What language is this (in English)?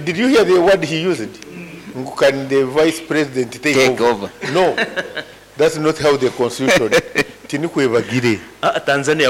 Nyankole